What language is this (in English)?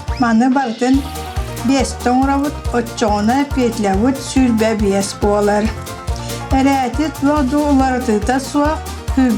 Yakut